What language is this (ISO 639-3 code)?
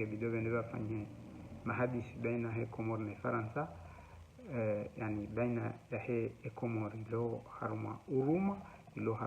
zdj